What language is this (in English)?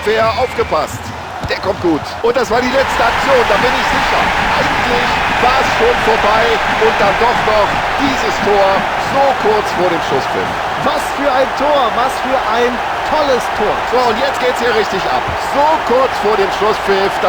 Bavarian